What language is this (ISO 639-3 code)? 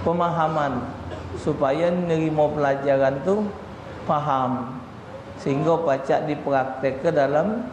mui